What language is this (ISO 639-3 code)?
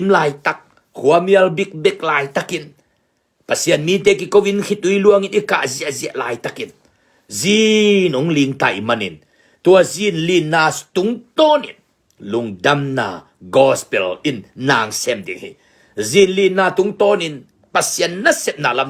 ctd